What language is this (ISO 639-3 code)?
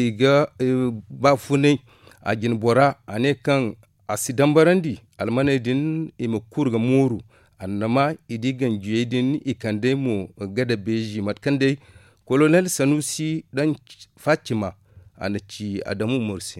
dje